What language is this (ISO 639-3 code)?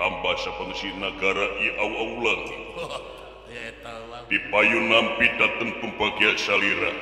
sun